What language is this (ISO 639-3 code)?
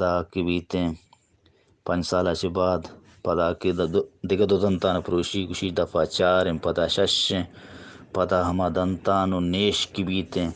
bgp